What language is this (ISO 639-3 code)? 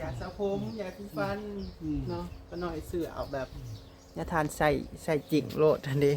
tts